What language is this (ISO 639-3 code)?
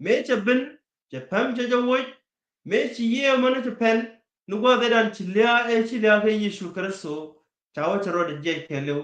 nus